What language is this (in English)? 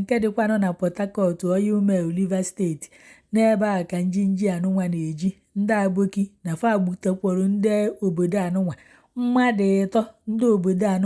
Igbo